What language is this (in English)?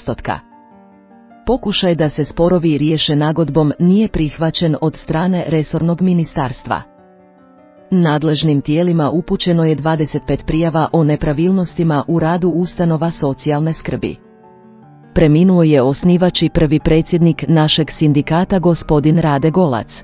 Croatian